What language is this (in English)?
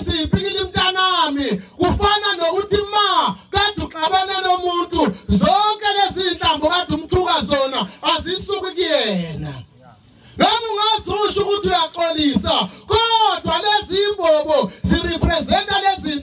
Zulu